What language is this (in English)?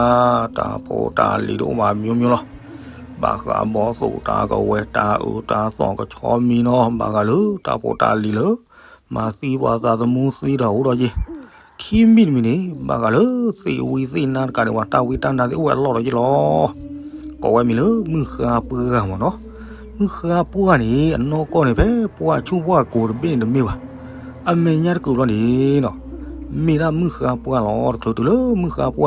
S'gaw Karen